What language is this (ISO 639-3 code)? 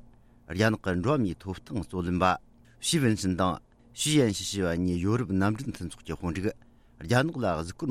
bod